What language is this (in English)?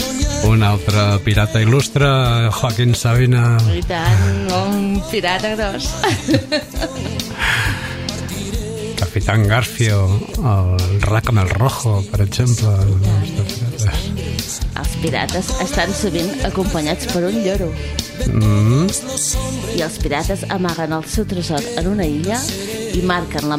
Catalan